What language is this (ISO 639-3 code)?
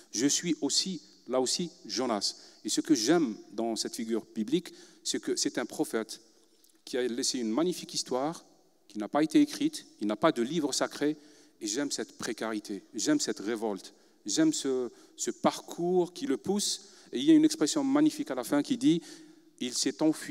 fra